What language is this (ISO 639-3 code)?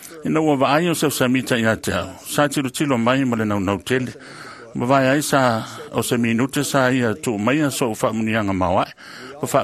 smo